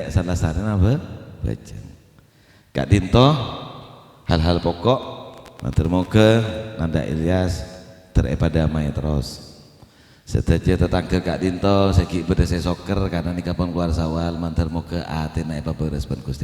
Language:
Madurese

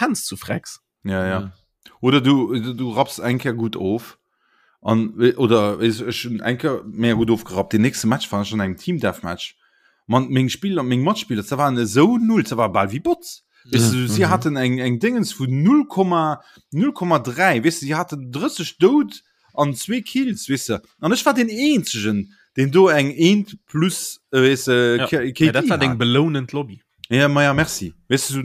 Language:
Luxembourgish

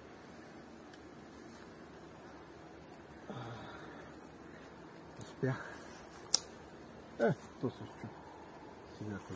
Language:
Bulgarian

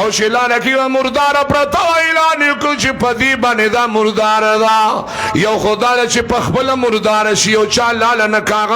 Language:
Pashto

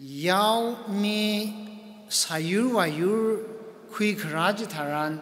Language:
Tangkhul Naga (India)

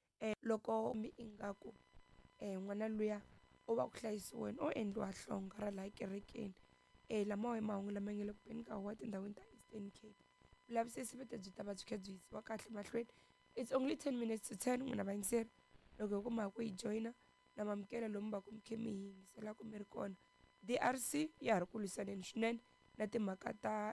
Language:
Tsonga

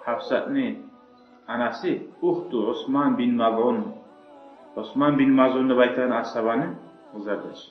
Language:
Kumyk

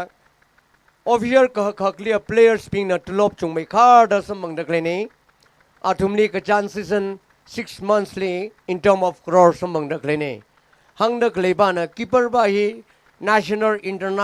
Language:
Tangkhul Naga (India)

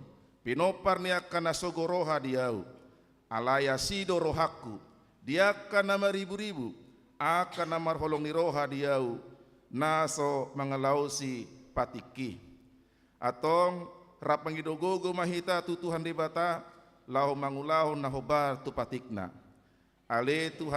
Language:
Batak Toba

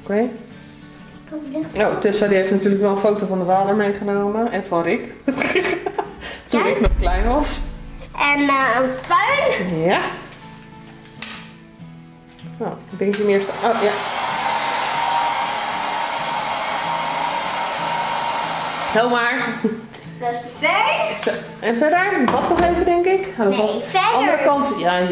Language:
Dutch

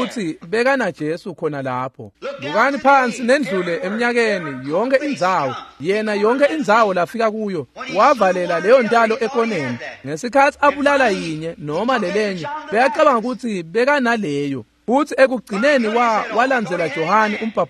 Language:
Swati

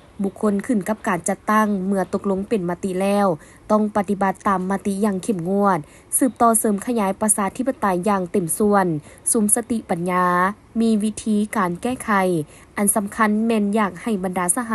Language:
Lao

